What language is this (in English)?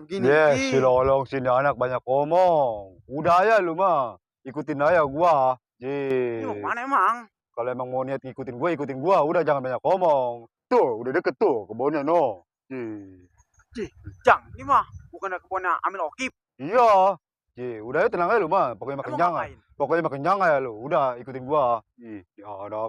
Betawi